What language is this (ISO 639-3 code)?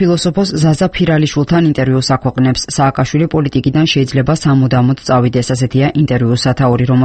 kat